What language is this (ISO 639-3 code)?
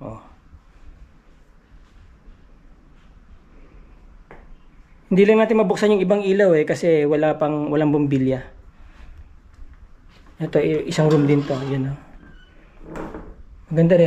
fil